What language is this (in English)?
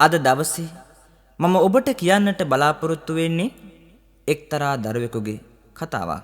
Sinhala